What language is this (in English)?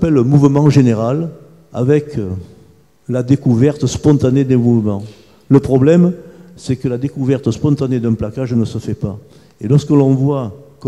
French